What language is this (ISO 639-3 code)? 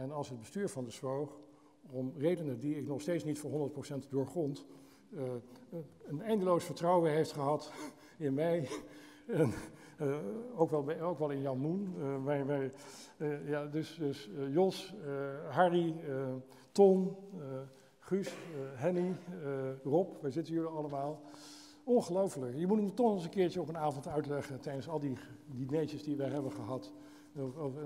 nld